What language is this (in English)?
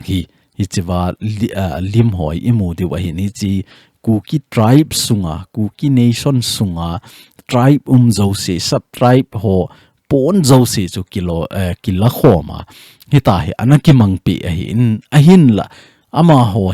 Thado Chin